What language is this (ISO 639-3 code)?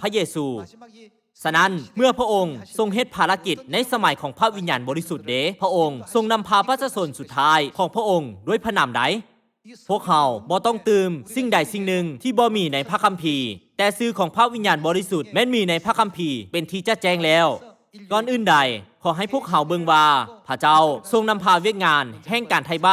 lao